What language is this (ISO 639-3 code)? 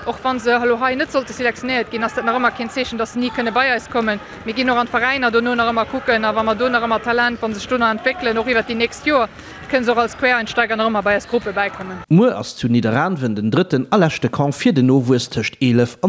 ltz